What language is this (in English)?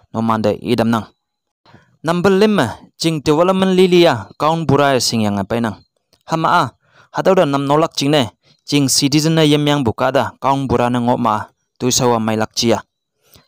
Konyak Naga